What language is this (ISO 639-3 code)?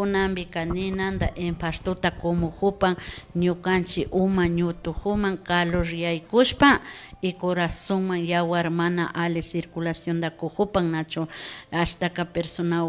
qvi